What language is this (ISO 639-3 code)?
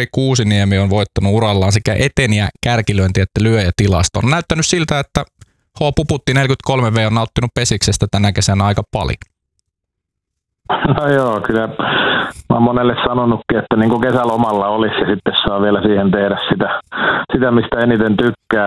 fin